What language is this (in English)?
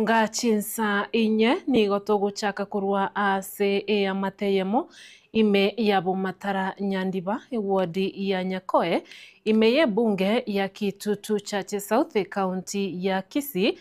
Gusii